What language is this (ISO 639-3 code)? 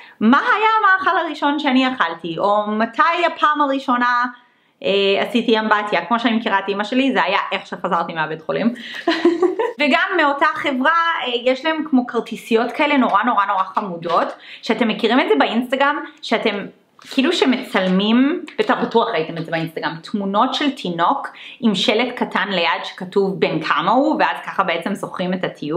heb